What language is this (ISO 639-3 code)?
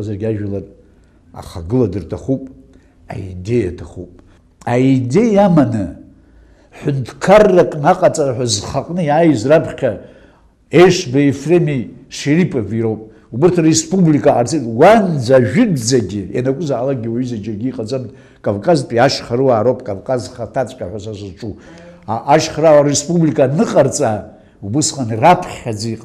abk